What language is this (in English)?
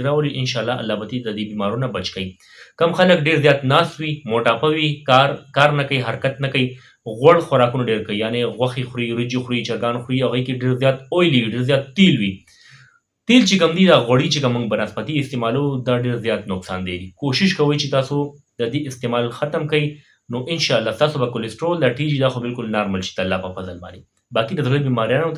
Pashto